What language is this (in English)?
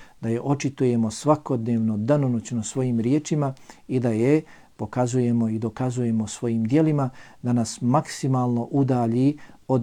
Bosnian